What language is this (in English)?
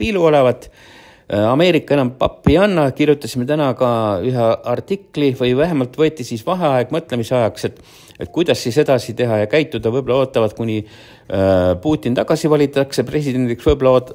Estonian